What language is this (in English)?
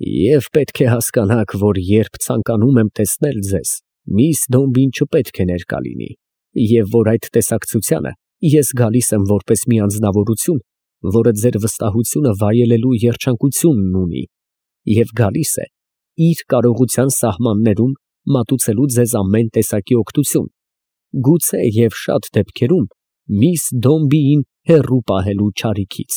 Armenian